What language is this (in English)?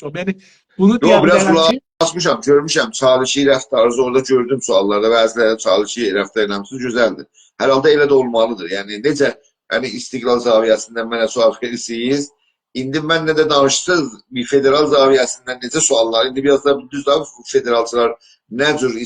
South Azerbaijani